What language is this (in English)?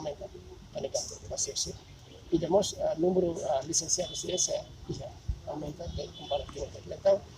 Tetum